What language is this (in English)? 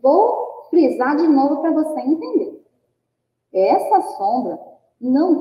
Portuguese